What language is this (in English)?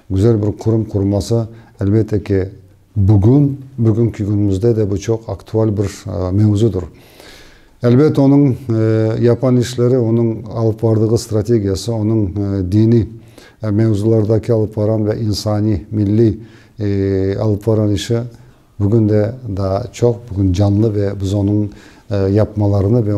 Crimean Tatar